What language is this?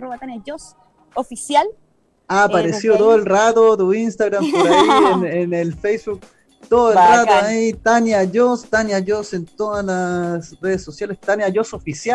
Spanish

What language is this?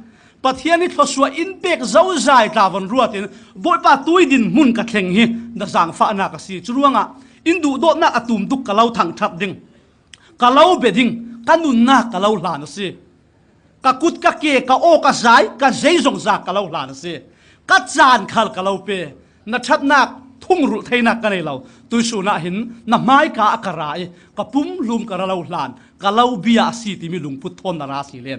Falam Chin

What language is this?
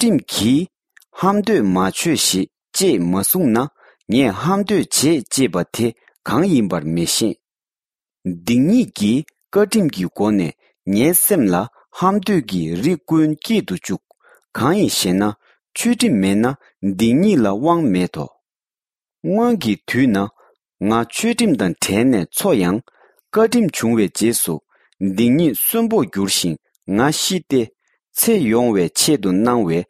Tibetan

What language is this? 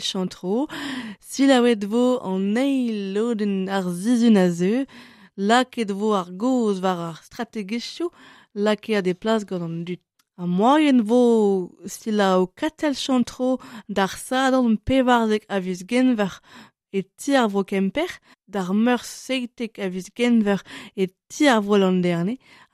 Breton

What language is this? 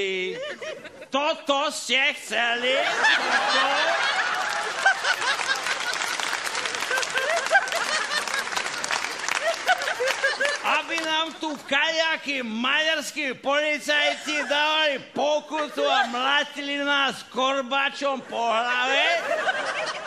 Slovak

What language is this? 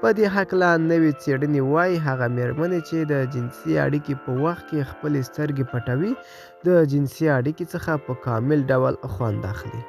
Pashto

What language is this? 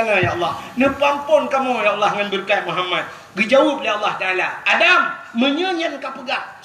Achinese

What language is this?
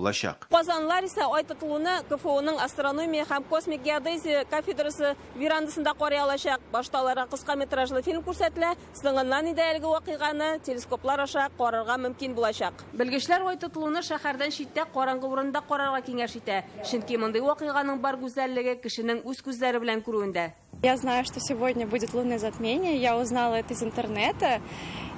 Tatar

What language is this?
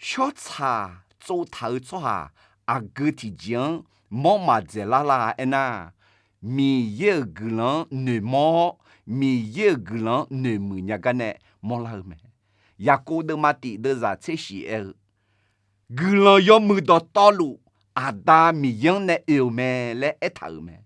Akha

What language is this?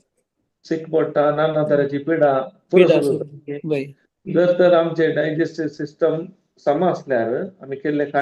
Konkani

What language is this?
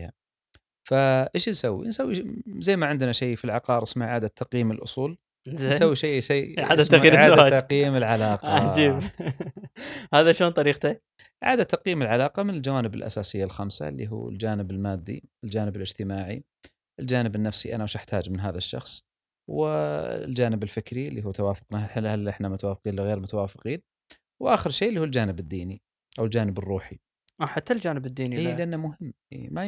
Gulf Arabic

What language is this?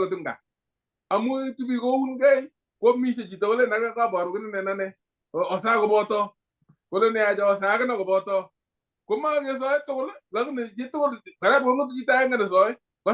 Kalenjin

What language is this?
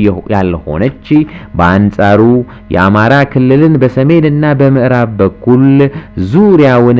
Amharic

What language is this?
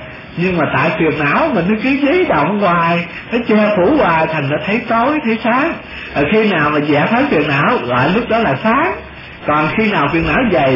Vietnamese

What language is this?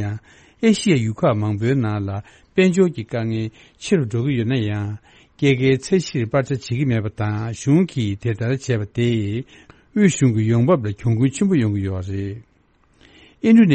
Tibetan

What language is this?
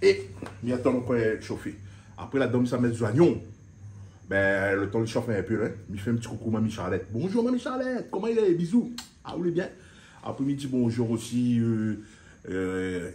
Réunion Creole French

